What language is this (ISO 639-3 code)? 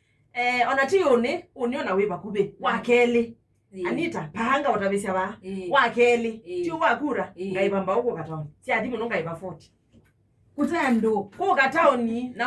kam